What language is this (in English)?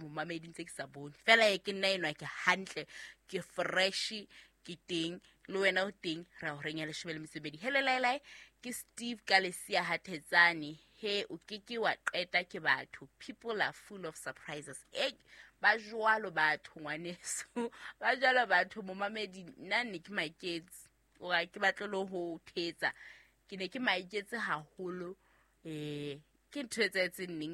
Southern Sotho